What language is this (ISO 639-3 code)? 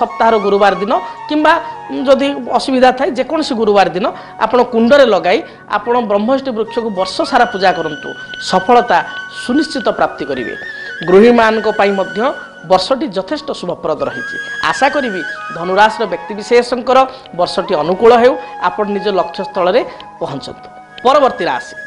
ori